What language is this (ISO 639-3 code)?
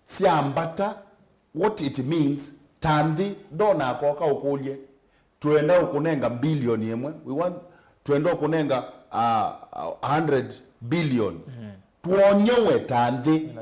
kam